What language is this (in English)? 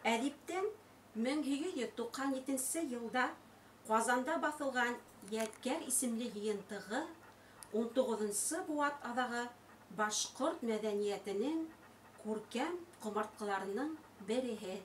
Bashkir